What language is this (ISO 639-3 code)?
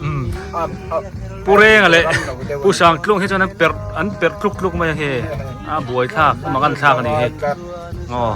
biu